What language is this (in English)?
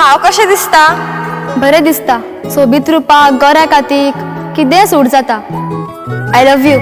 Konkani